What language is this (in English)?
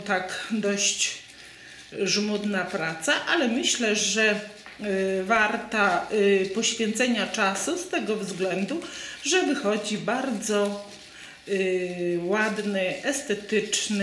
Polish